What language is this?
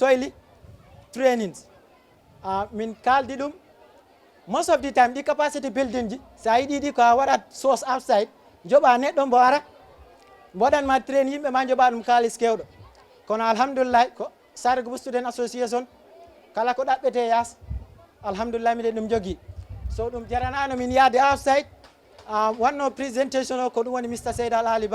Fula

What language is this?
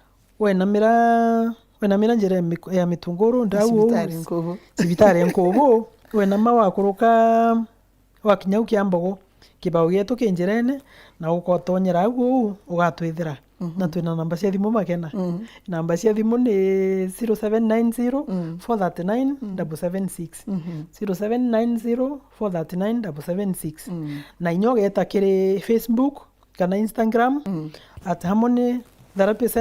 Meru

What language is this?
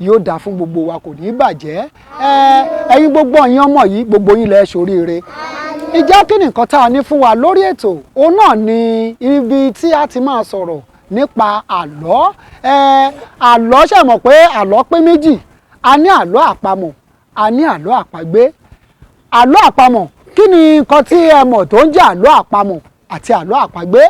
Yoruba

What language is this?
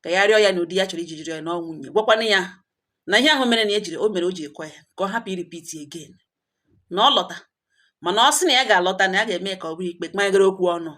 Igbo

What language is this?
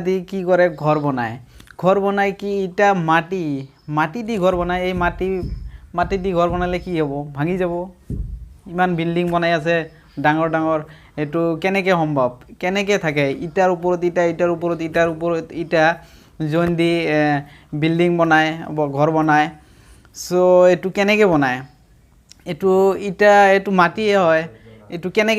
Assamese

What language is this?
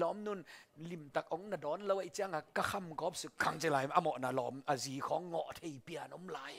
Tedim Chin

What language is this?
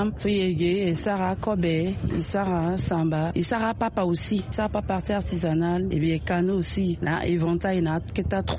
Sango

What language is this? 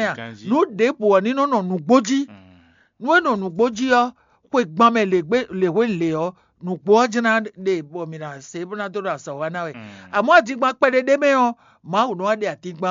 Fon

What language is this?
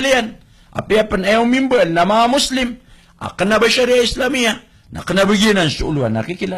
Maranao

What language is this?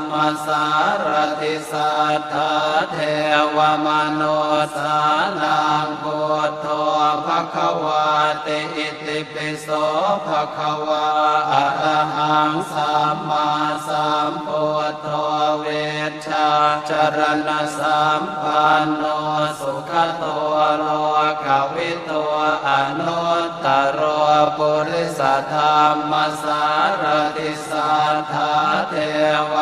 Pali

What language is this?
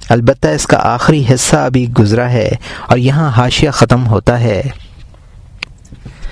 Urdu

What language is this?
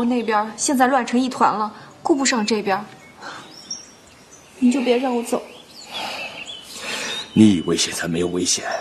Chinese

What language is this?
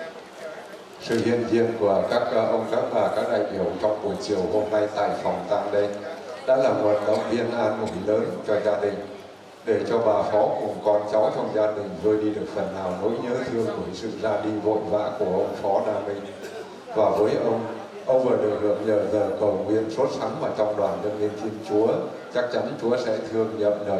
Vietnamese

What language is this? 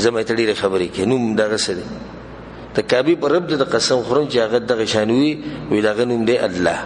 Pashto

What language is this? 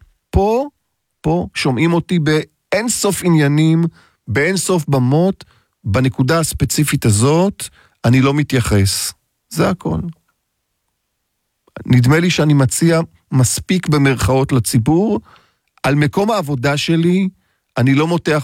Hebrew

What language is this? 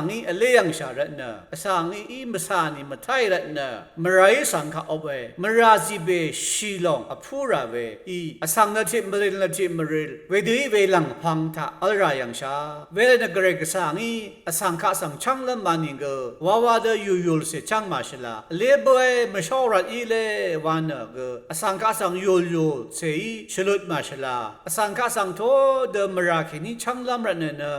Rawang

